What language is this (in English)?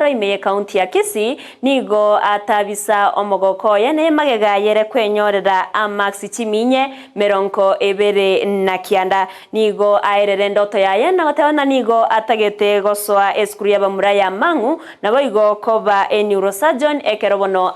Gusii